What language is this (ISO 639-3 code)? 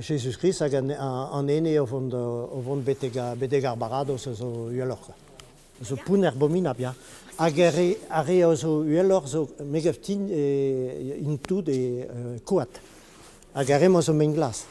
bre